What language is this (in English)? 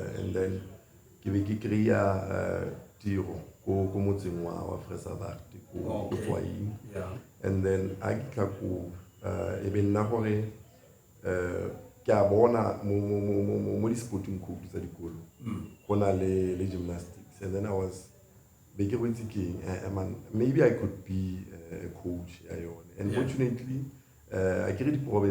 Tswana